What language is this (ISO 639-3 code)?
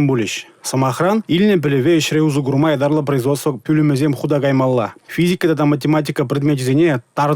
chv